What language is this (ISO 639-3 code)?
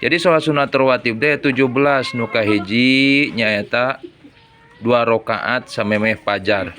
sun